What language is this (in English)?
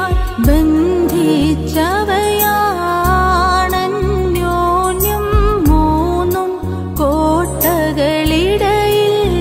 Malayalam